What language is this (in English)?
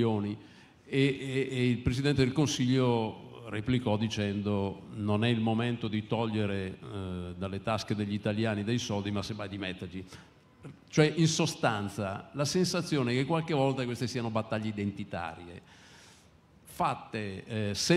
Italian